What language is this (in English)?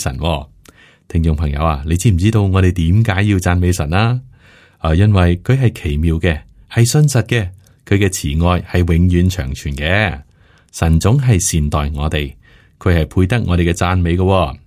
Cantonese